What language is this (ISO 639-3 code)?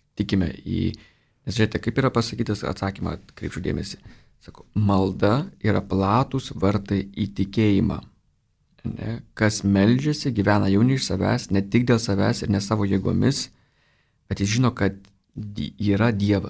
lit